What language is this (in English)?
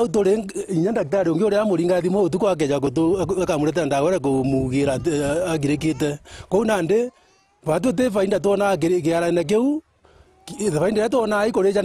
Meru